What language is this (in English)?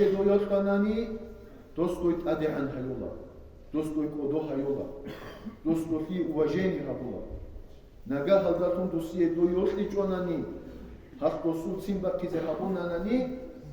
Avaric